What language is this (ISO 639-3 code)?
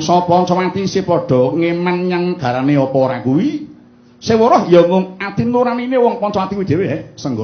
jav